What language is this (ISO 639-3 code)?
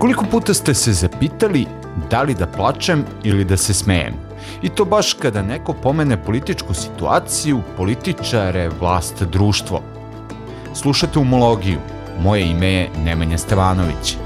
srp